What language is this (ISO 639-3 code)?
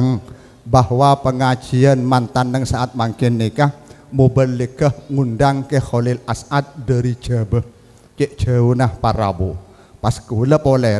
mad